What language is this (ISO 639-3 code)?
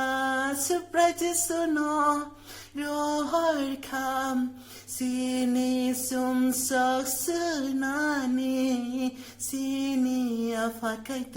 trp